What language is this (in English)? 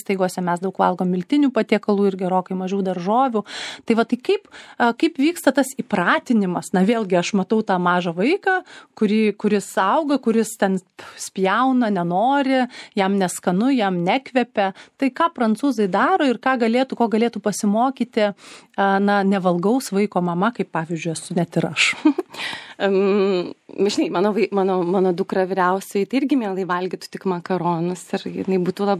Lithuanian